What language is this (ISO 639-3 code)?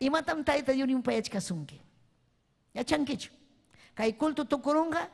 quy